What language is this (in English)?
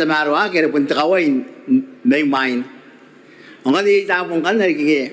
Gilbertese